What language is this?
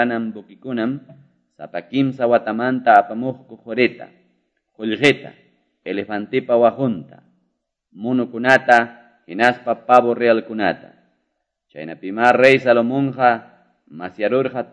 Quechua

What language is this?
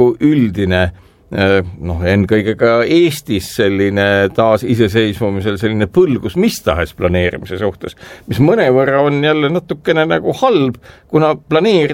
Estonian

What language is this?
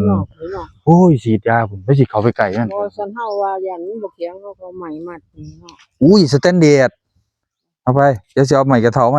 Northeastern Thai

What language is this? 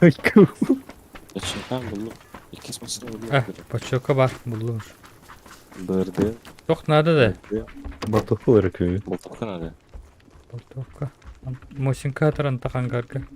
Yakut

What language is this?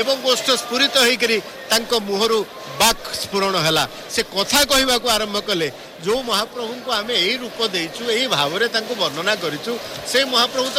Odia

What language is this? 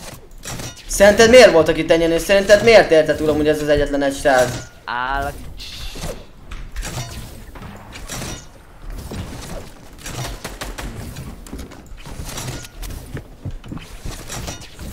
Hungarian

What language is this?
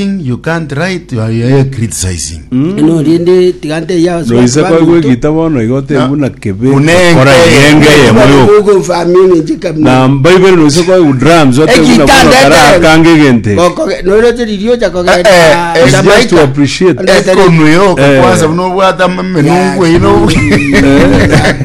Gusii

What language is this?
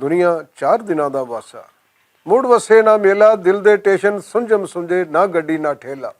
Western Panjabi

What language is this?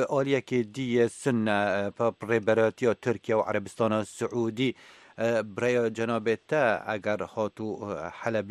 Kurdish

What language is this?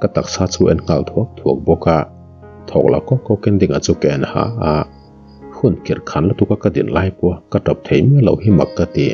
Mizo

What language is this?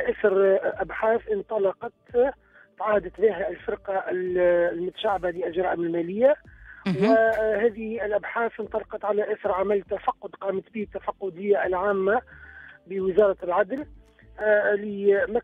Tunisian Arabic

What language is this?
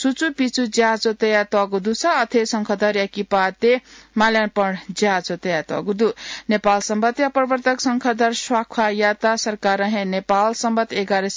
Newari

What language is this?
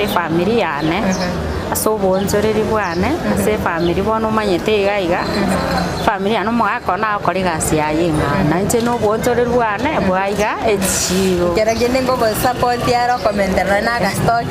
Gusii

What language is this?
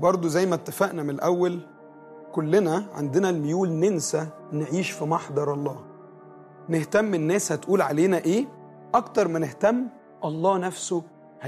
Egyptian Arabic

